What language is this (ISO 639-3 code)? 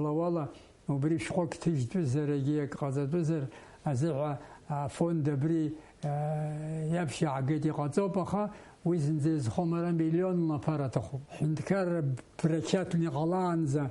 abk